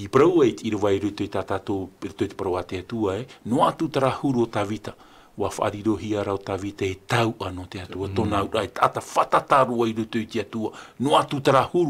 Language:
Tahitian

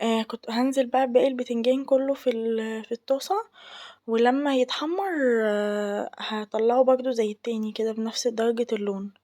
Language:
Egyptian Arabic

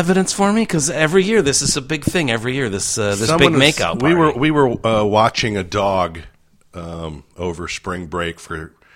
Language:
English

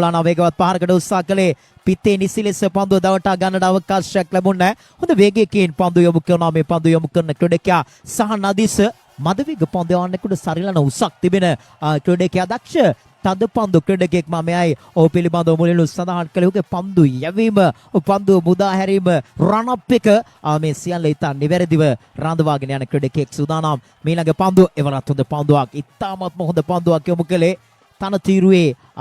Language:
Sinhala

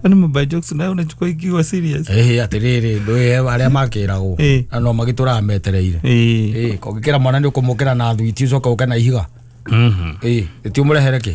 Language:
Kikuyu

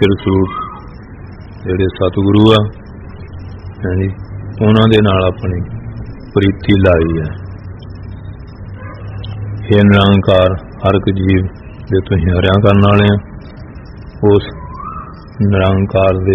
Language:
Punjabi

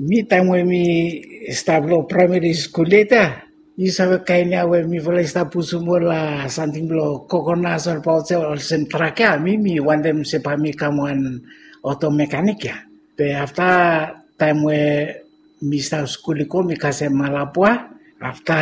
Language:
Bislama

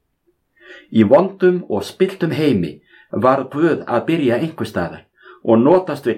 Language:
Icelandic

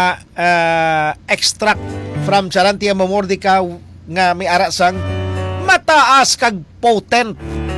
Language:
Hiligaynon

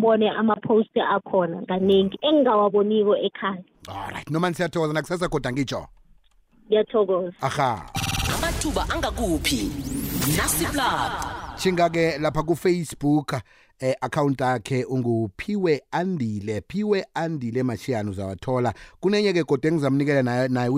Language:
South Ndebele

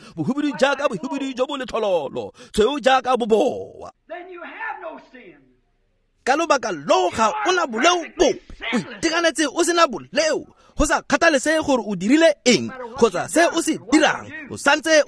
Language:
Tswana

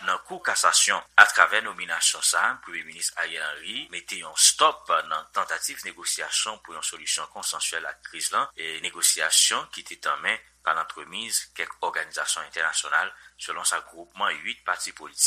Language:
Haitian Creole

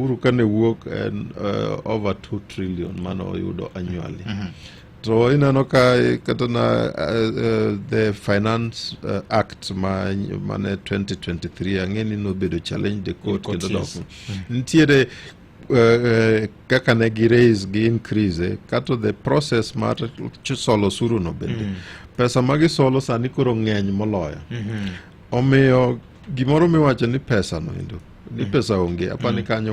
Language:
Luo (Kenya and Tanzania)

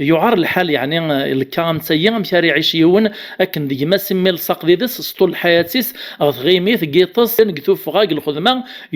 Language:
Kabyle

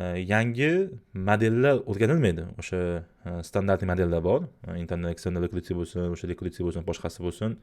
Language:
Uzbek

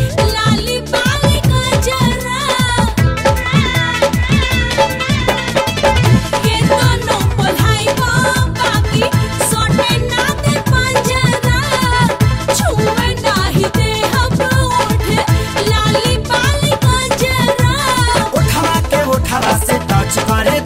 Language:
Bhojpuri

